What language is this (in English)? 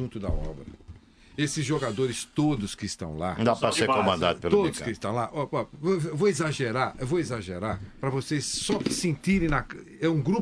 Portuguese